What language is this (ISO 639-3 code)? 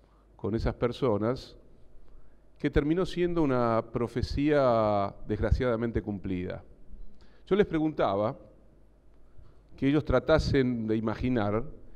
spa